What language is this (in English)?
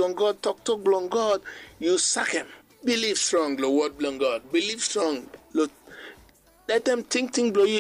Bislama